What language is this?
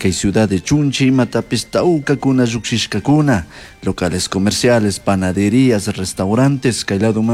Chimborazo Highland Quichua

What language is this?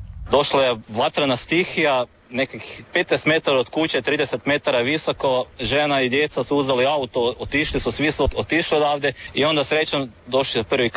Croatian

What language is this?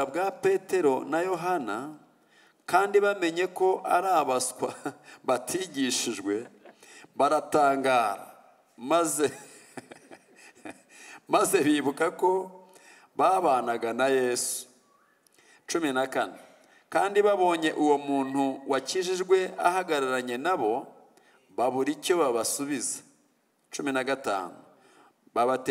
Kinyarwanda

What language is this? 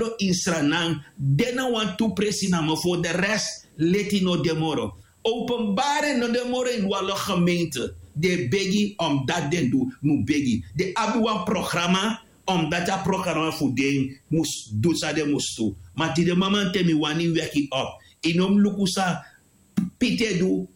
Sranan Tongo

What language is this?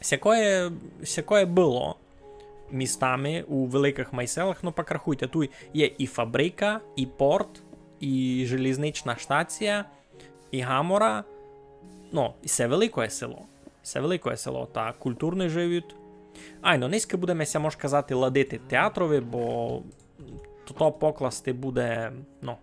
Rusyn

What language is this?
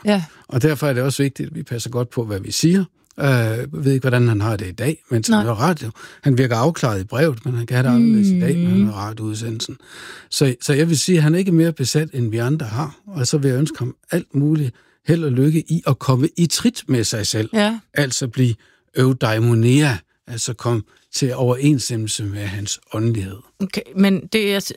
Danish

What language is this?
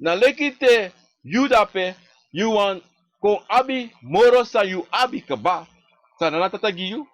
Sranan Tongo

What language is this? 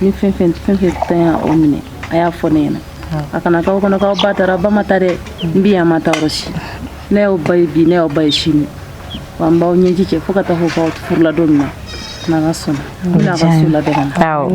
Bambara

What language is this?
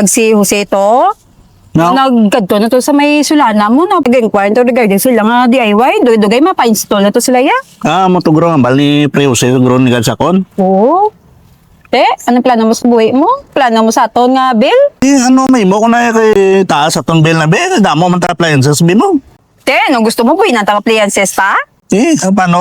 Hiligaynon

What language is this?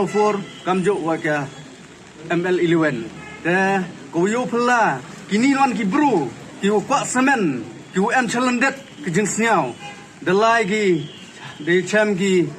Pnar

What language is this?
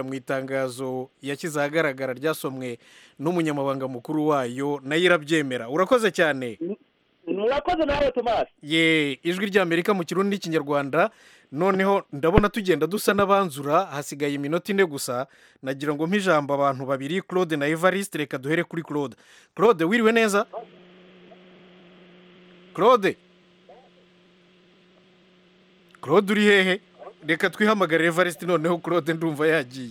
Kinyarwanda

